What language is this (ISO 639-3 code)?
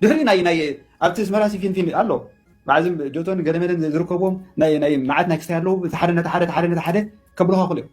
tir